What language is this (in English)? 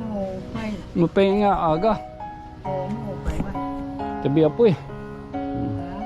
Waray